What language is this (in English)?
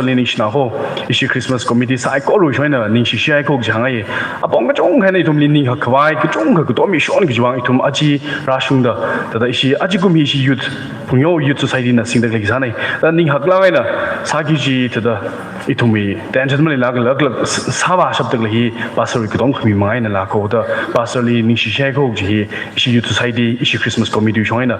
Tangkhul Naga (India)